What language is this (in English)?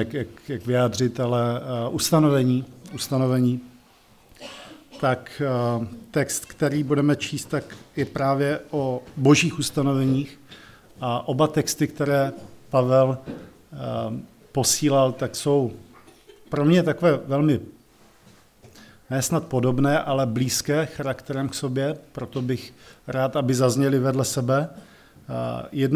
Czech